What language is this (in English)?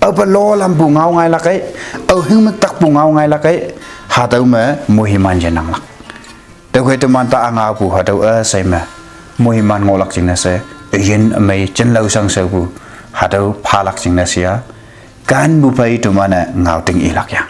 Konyak Naga